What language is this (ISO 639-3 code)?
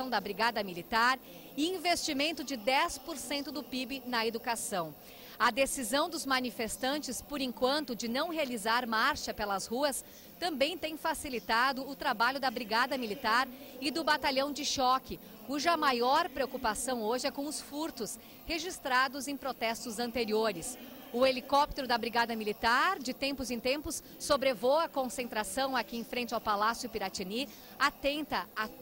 por